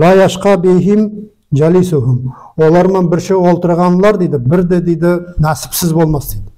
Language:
Nogai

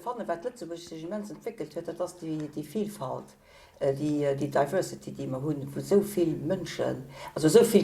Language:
Luxembourgish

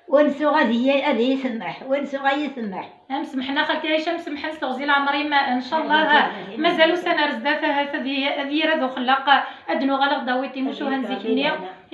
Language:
Kabyle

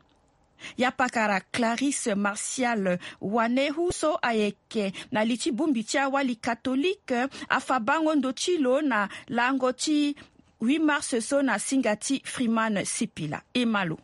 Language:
Sango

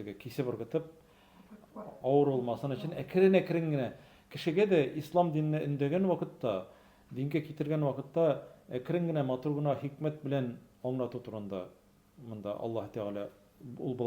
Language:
Tatar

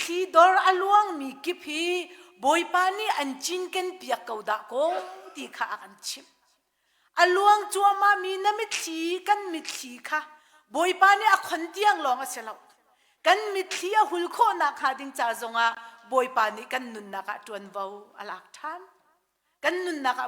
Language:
Hakha Chin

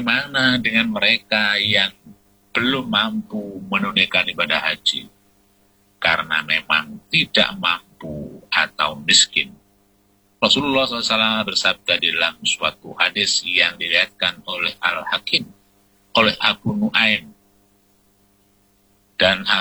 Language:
Indonesian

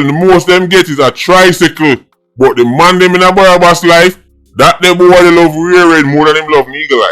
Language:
Jamaican Creole English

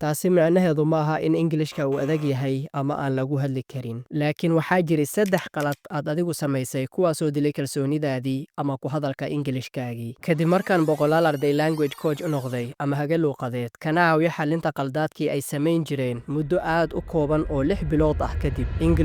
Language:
Somali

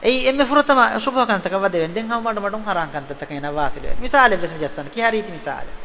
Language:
Divehi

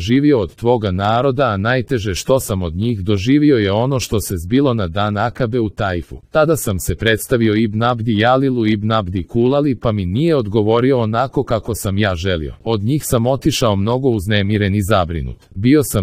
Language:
Croatian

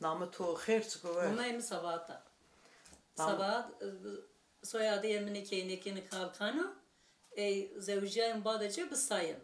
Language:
Zaza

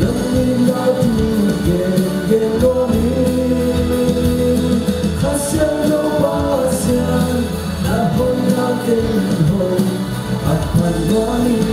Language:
Tedim Chin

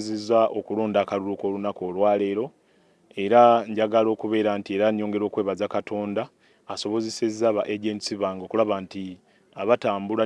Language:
Ganda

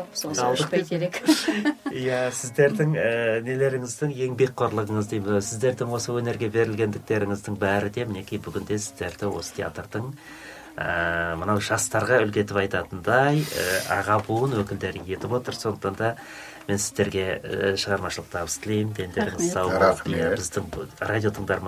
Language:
Kazakh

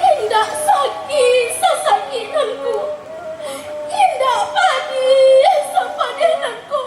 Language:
Minangkabau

